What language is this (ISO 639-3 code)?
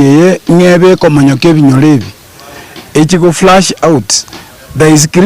guz